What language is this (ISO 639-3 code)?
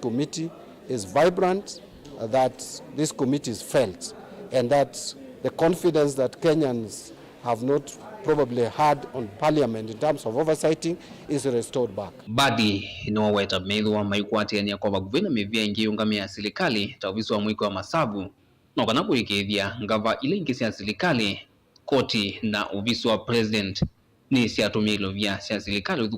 kam